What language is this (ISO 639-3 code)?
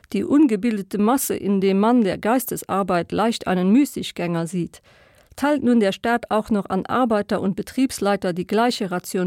ltz